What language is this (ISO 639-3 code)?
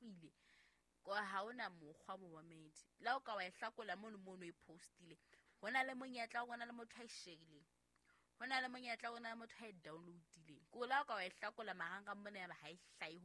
sot